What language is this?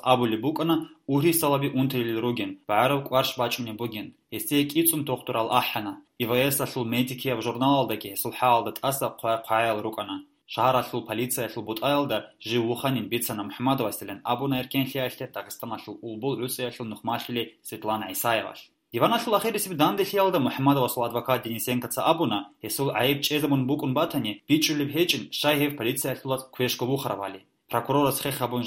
Avaric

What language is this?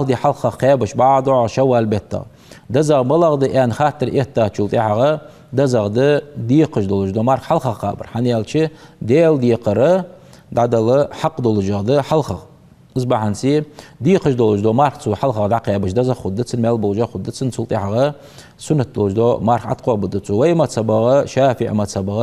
Ingush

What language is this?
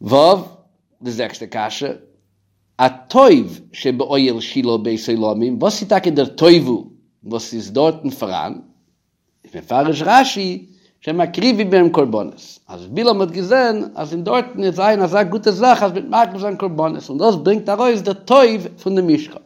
Yiddish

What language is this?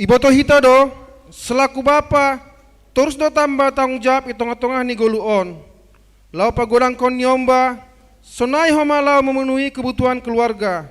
Batak Simalungun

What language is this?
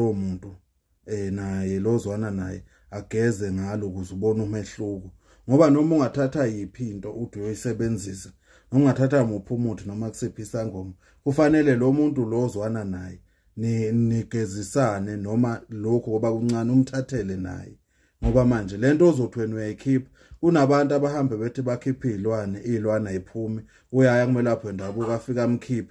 Zulu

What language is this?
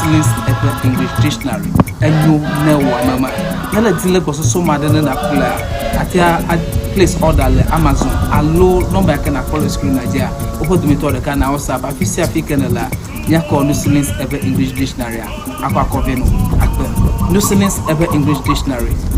Ewe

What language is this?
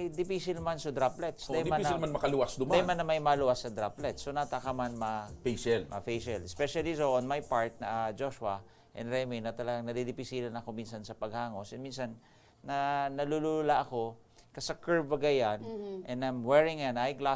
Bikol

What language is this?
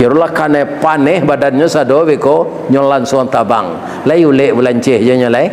Minangkabau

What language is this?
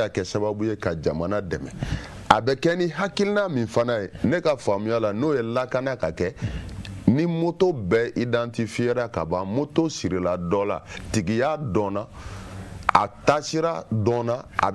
Bambara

